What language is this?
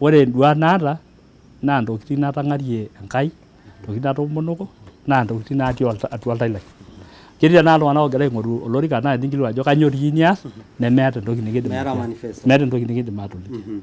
Masai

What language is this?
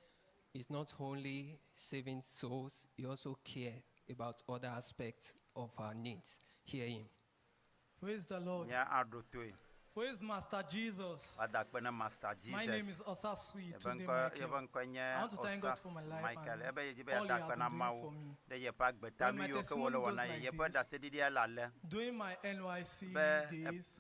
Ewe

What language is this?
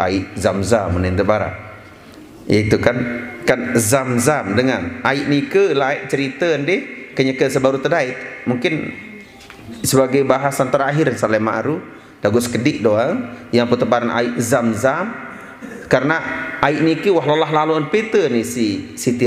Sasak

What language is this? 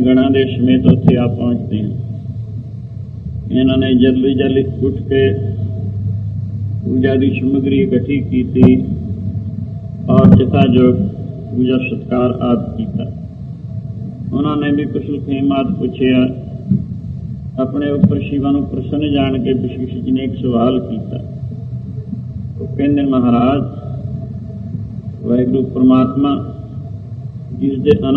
Punjabi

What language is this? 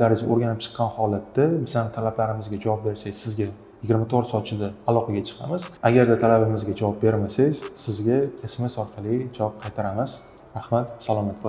Uzbek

